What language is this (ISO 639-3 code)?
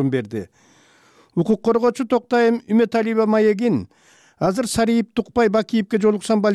kir